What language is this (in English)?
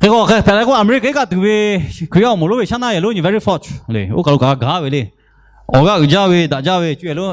Lahu